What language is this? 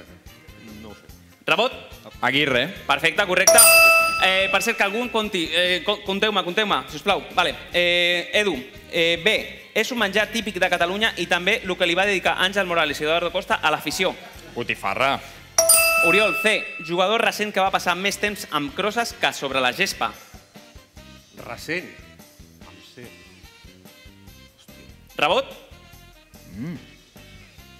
Catalan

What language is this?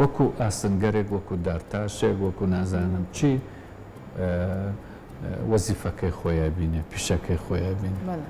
Central Kurdish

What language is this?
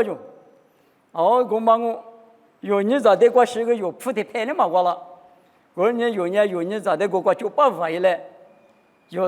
Lisu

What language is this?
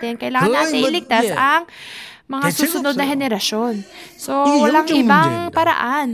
Filipino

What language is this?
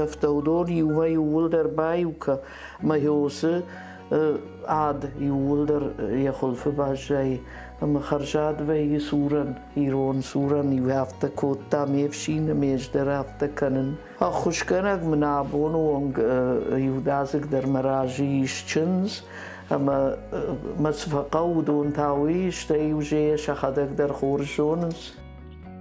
Ossetic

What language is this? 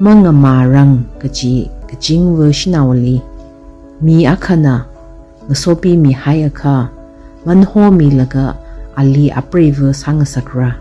Tangkhul Naga (India)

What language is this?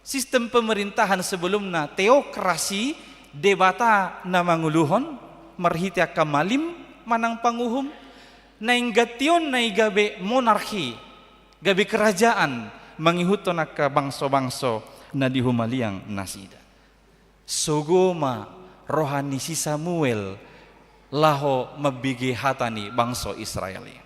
Batak Toba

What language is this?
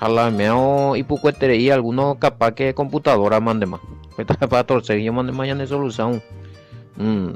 Guarani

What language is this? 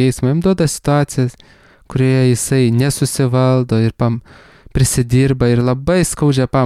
Lithuanian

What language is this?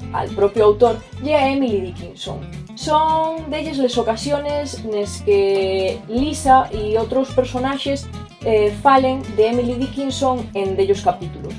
Asturian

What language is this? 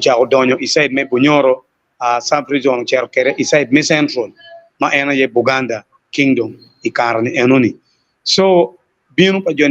Acoli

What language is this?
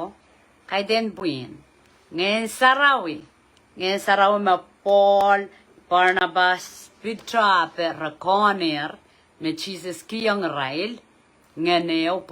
Pohnpeian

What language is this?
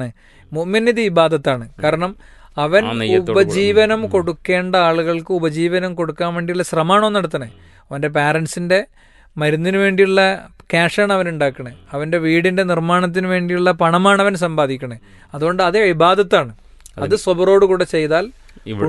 Malayalam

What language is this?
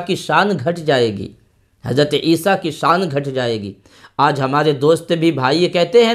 Urdu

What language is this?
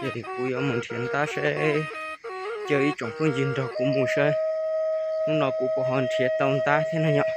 Hmong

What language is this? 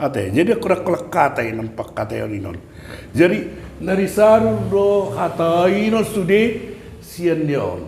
Batak Toba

